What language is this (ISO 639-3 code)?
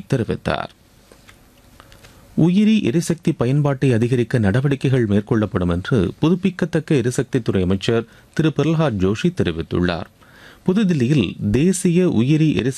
tam